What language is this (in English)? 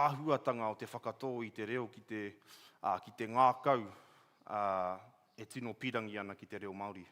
Māori